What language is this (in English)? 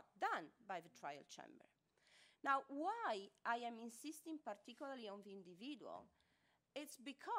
English